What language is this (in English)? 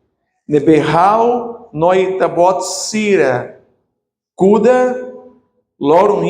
Tetum